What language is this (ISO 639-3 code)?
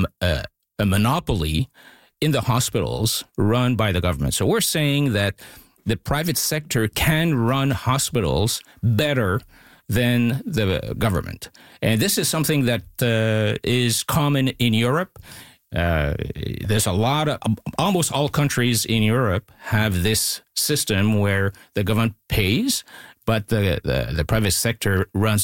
eng